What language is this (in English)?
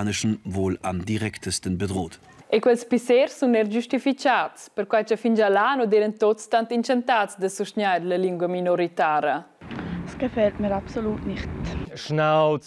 Romansh